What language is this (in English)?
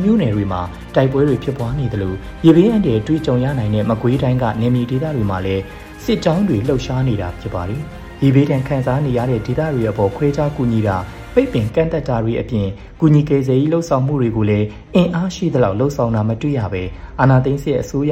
Burmese